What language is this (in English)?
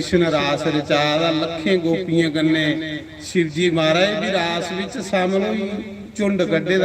Dogri